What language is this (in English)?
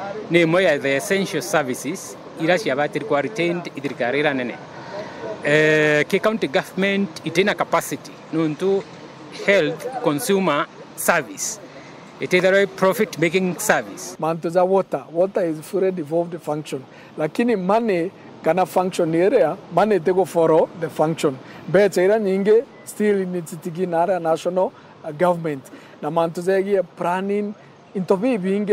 Meru